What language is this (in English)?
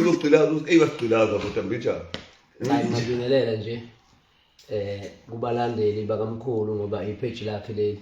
Zulu